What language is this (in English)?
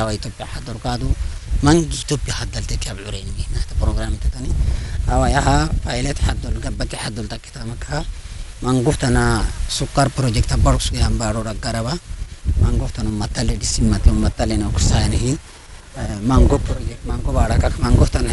Afar